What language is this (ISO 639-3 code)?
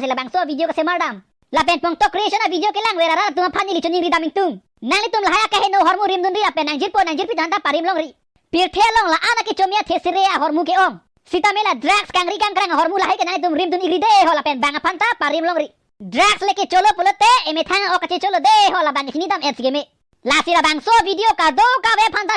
mjw